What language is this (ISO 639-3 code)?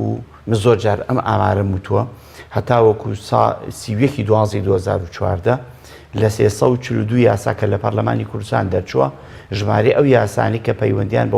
ckb